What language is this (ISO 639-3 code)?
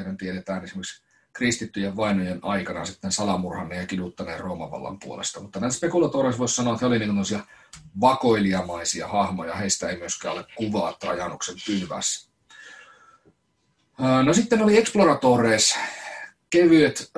fin